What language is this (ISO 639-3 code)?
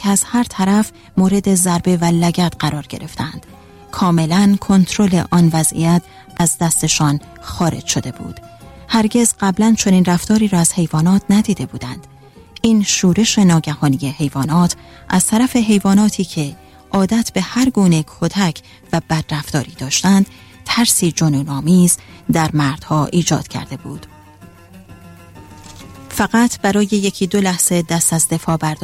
fas